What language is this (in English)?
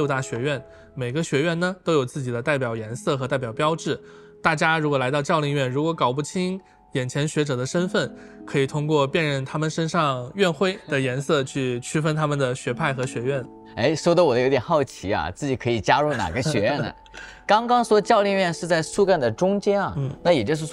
Chinese